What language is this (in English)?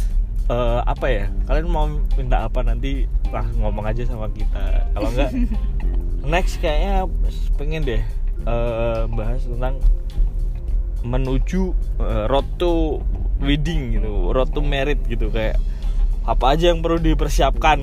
Indonesian